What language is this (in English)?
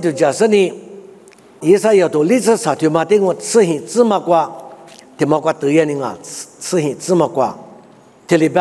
Lisu